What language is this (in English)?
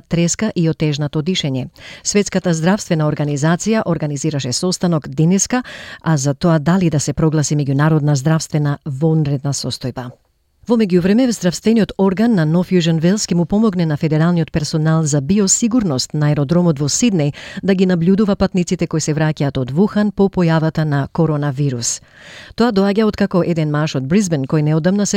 Macedonian